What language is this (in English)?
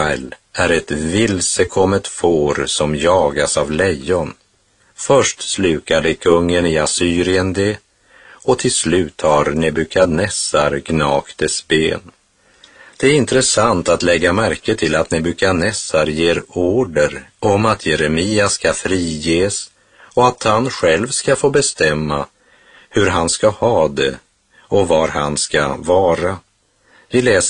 Swedish